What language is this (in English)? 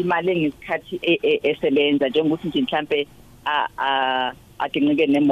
South Ndebele